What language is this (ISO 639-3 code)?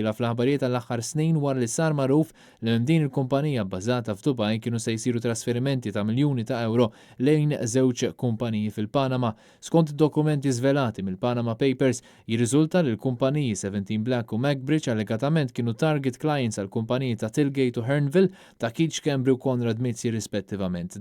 mlt